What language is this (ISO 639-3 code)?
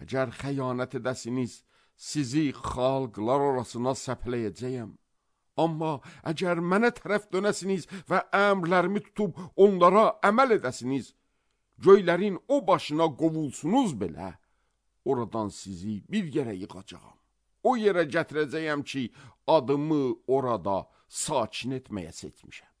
aze